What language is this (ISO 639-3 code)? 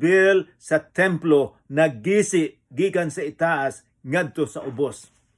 ceb